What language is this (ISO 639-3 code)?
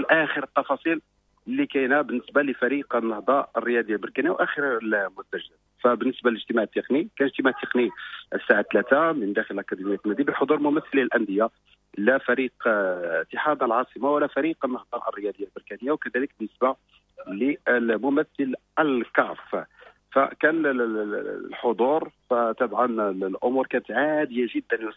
ary